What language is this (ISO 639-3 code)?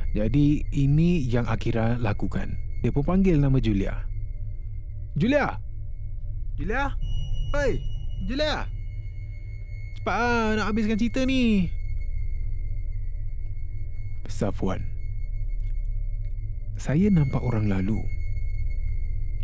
msa